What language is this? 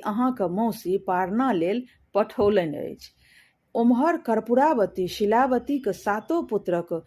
Maithili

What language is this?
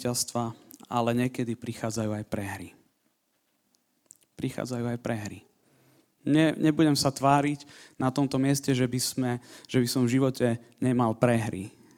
Slovak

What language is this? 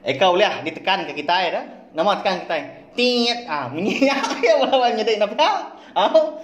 Iban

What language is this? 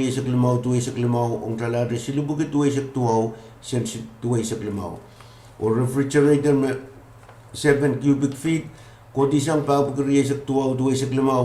Pohnpeian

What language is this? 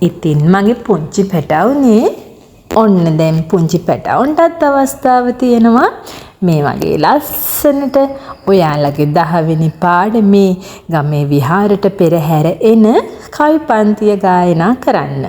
Sinhala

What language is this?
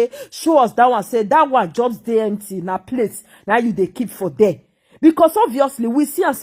Nigerian Pidgin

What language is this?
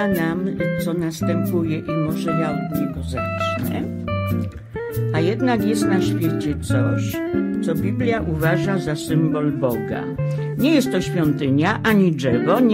Polish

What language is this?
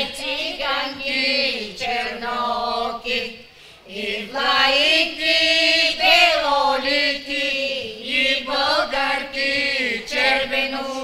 Bulgarian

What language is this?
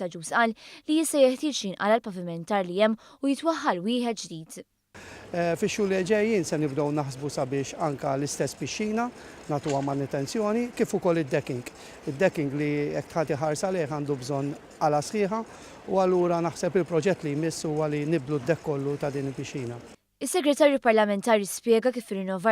Maltese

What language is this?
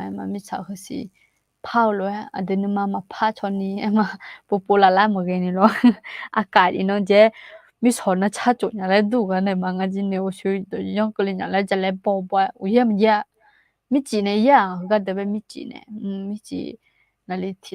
Akha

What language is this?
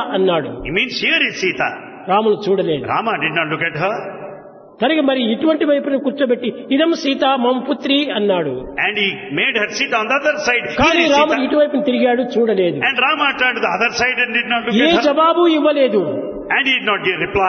Telugu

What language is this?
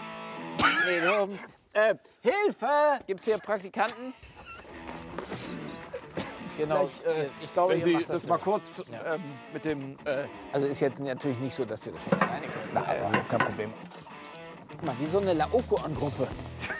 German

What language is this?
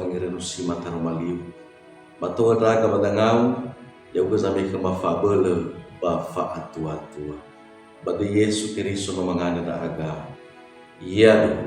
Nias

